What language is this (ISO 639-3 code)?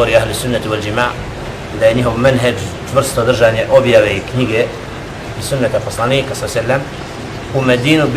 bos